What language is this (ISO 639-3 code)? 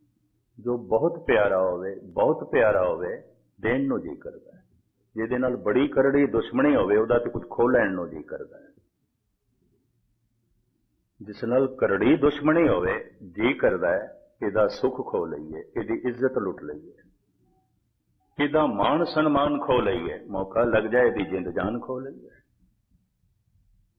pan